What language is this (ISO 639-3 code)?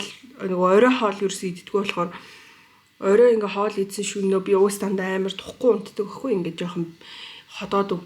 mon